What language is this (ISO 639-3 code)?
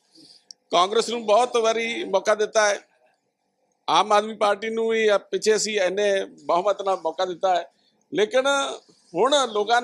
pan